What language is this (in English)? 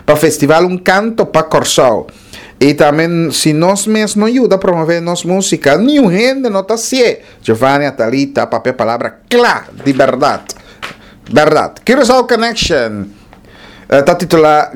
Papiamento